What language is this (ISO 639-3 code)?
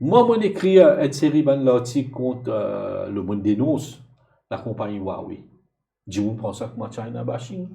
mfe